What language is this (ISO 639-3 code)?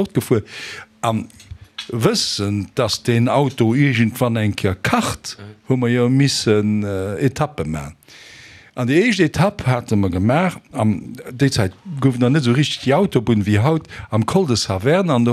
ltz